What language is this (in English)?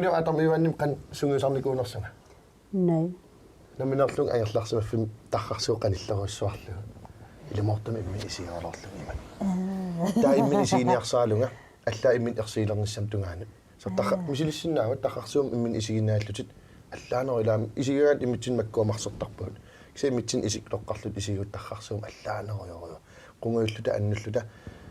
Kalaallisut